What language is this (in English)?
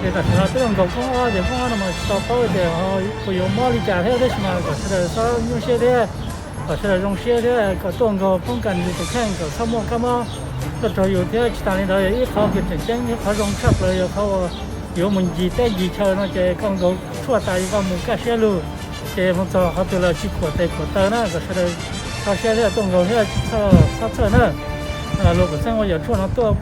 Hmong